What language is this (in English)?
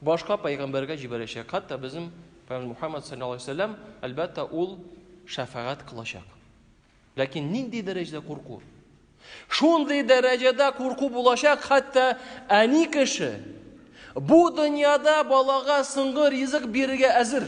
Tatar